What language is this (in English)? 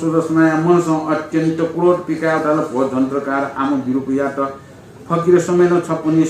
Newari